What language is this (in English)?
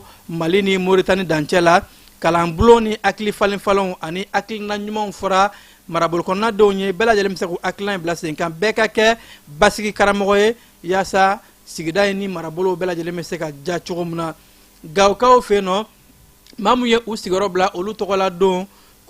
Bambara